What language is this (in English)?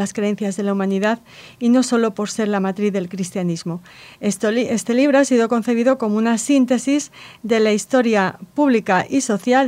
Spanish